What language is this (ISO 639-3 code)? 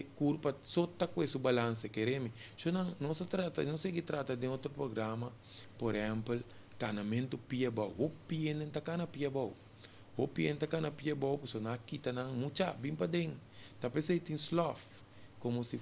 pap